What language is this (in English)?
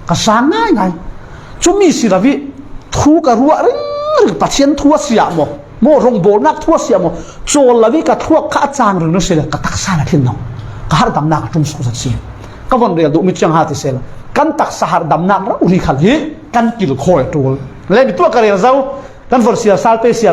Falam Chin